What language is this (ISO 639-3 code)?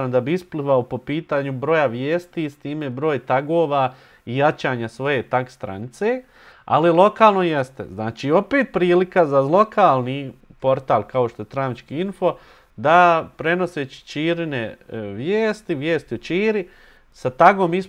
bos